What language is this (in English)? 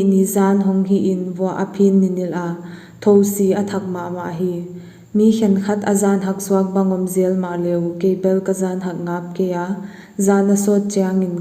Paite Chin